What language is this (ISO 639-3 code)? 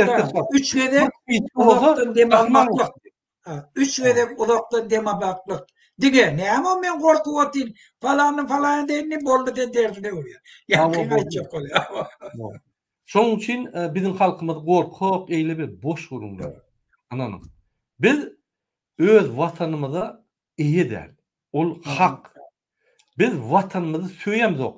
tuk